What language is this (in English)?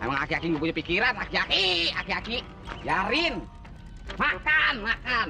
Betawi